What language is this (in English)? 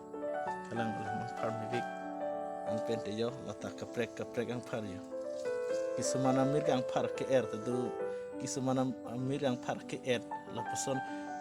Karbi